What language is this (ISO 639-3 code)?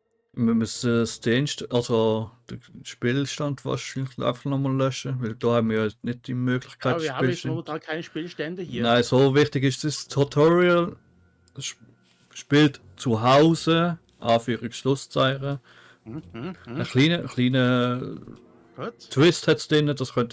gsw